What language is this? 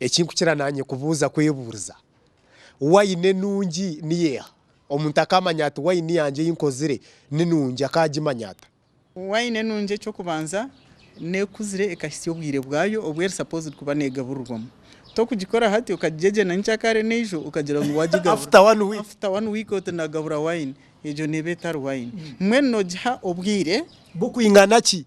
Nyankole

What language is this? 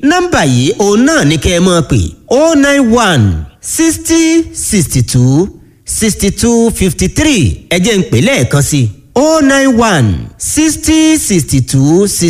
Yoruba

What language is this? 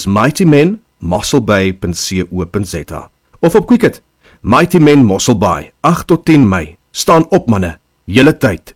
Afrikaans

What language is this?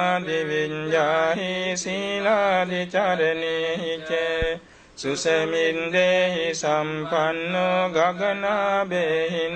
Pali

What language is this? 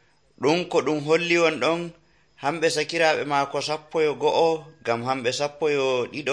Nigerian Fulfulde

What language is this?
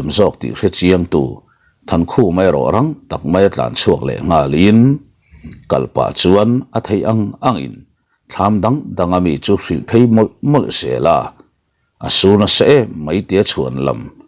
Mizo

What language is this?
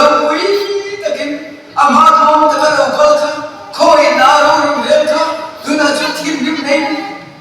Mizo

